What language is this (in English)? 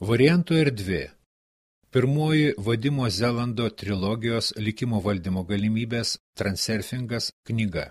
Lithuanian